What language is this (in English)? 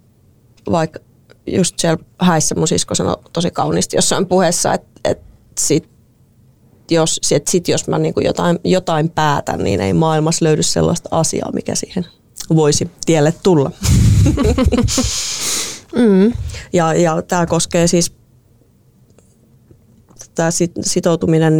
Finnish